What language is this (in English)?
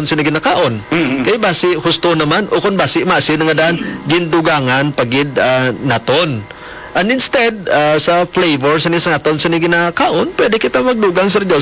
Hiligaynon